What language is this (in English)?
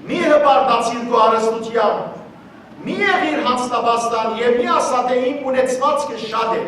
Western Armenian